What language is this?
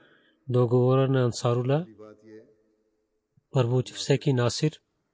Bulgarian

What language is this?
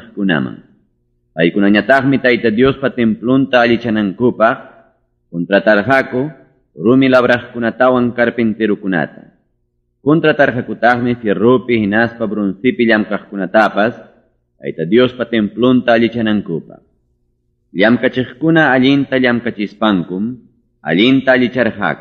Ayacucho Quechua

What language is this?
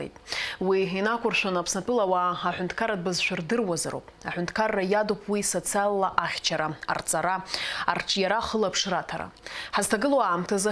Abkhazian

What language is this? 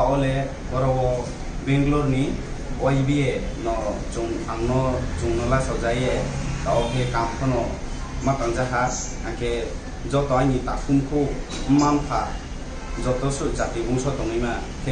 Riang (India)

